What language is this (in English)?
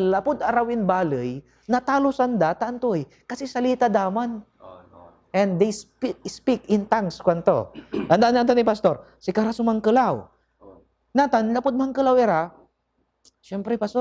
Pangasinan